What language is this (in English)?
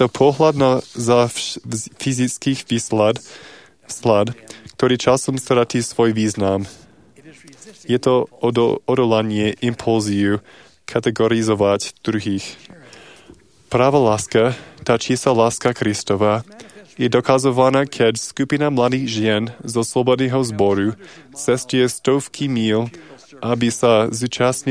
Slovak